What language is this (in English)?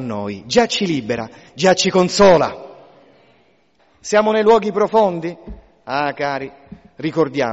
Italian